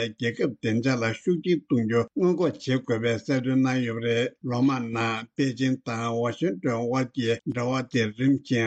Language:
Tibetan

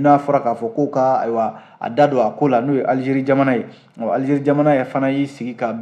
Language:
Bambara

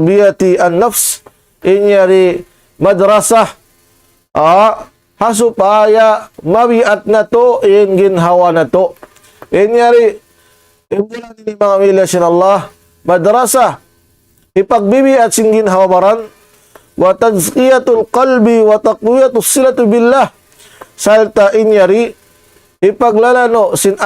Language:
Tausug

